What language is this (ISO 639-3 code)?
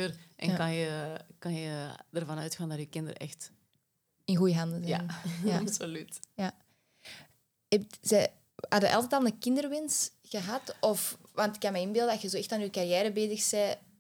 nld